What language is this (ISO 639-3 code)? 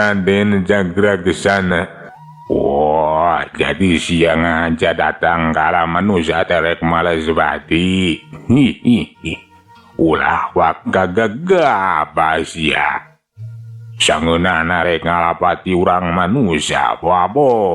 sun